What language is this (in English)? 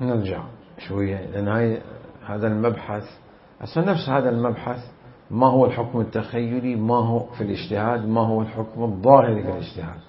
Mesopotamian Arabic